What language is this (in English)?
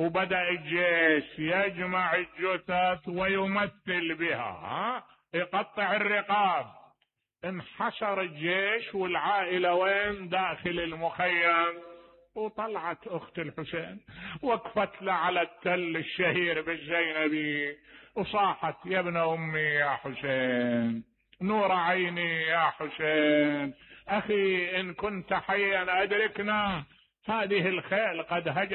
Mesopotamian Arabic